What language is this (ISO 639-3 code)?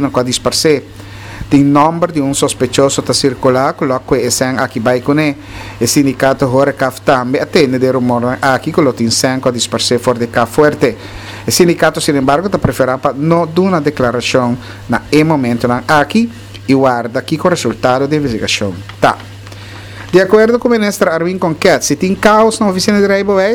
pap